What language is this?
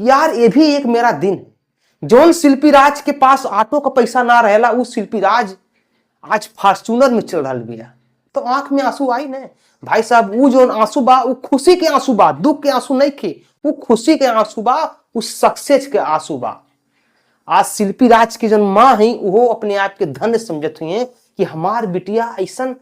Bhojpuri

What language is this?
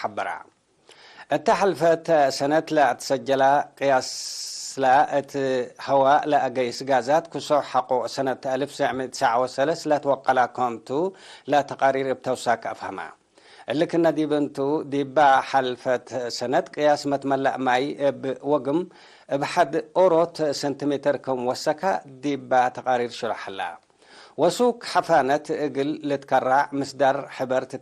Tigre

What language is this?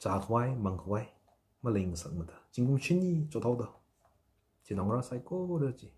Tangkhul Naga (India)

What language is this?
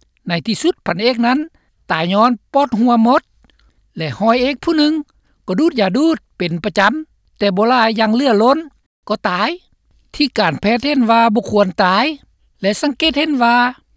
Lao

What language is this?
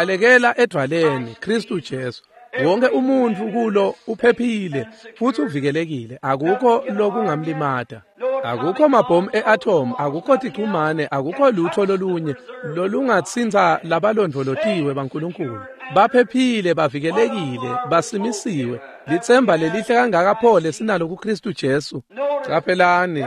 Swati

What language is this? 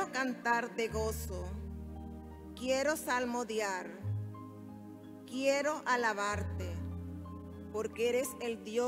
Spanish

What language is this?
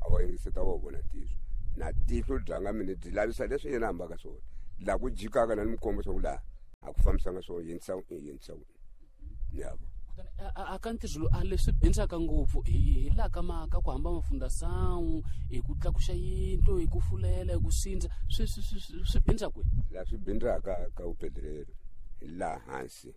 Tsonga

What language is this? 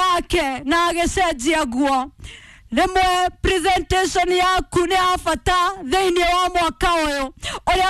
Kikuyu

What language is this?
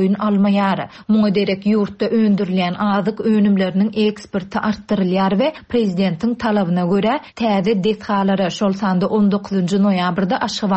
Turkmen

